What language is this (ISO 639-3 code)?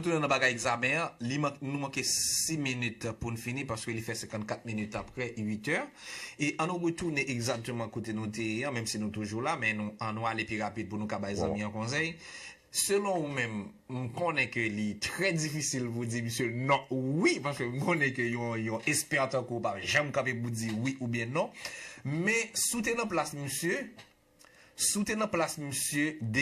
hat